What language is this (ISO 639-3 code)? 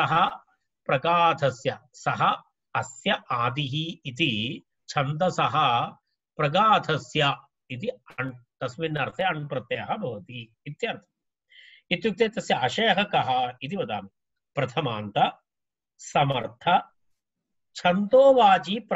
san